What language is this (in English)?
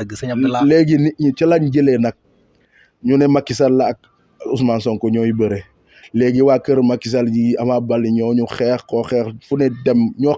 Wolof